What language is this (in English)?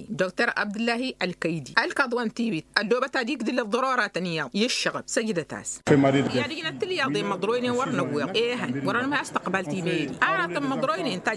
Tamasheq